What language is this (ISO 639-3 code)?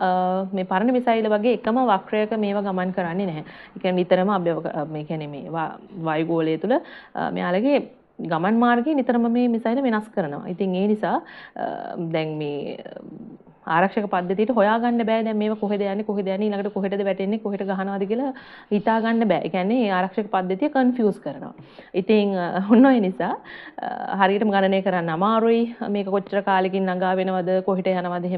sin